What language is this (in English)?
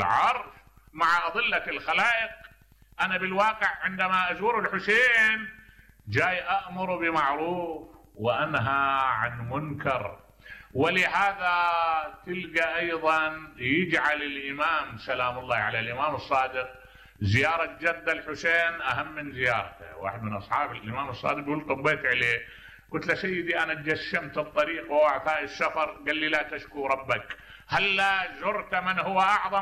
Mesopotamian Arabic